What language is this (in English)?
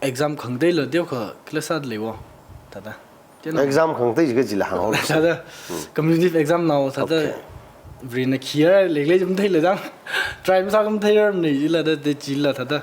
Tangkhul Naga (India)